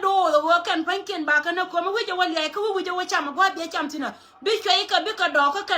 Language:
Nuer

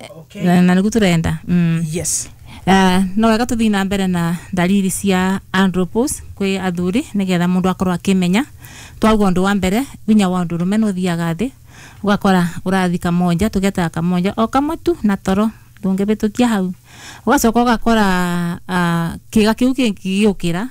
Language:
Kikuyu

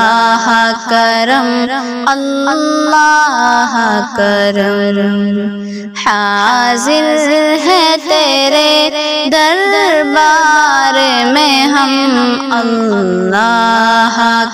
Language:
Urdu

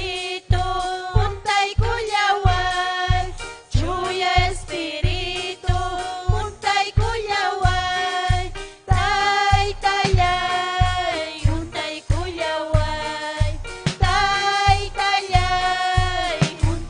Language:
Ayacucho Quechua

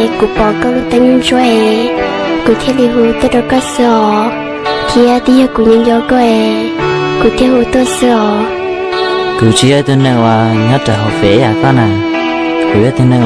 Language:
Hmong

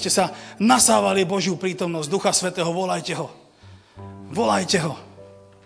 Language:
Slovak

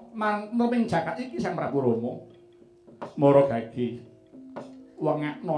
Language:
Javanese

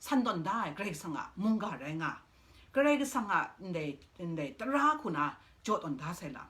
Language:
Kachin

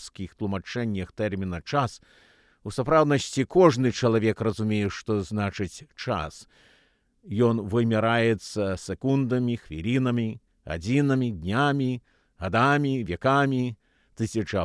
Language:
Belarusian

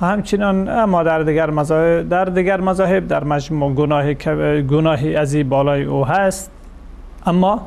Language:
Persian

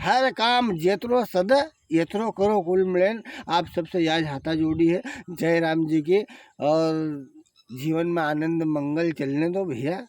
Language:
Rajasthani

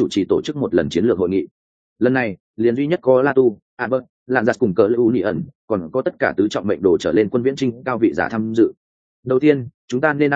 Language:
Vietnamese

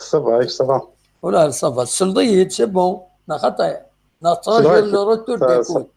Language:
Kabyle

